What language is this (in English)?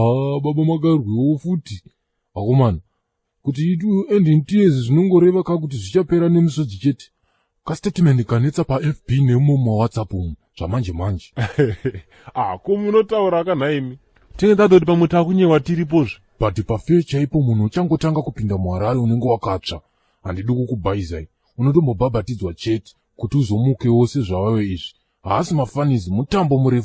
Shona